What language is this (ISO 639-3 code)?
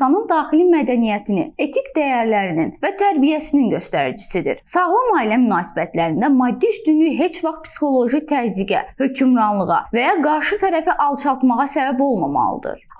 aze